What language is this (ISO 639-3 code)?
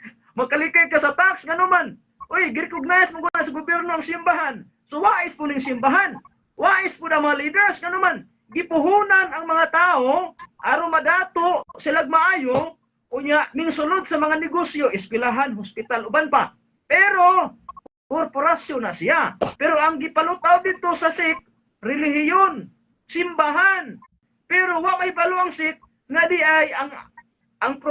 ceb